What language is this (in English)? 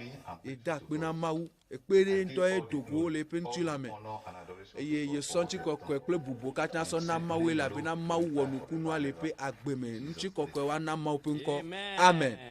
Ewe